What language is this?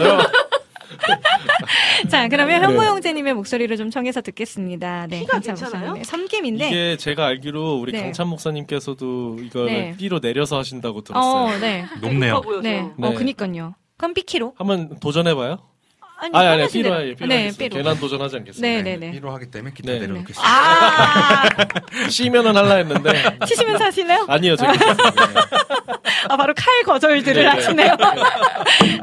Korean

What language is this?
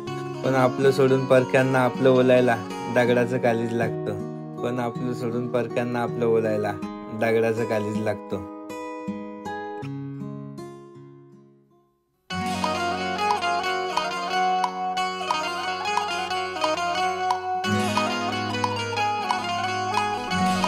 Marathi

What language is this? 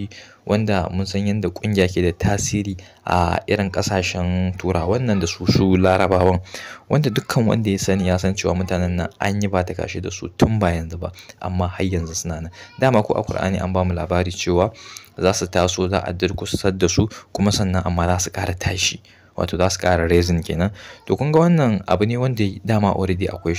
Hausa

